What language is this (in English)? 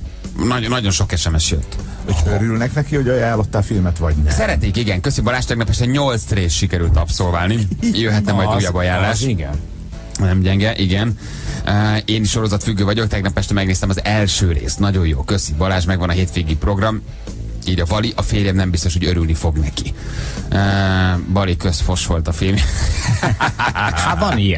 Hungarian